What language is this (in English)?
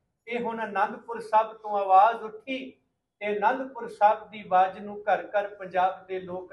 Punjabi